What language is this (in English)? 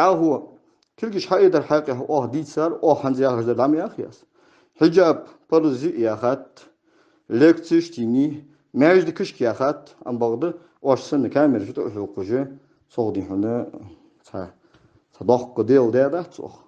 Ingush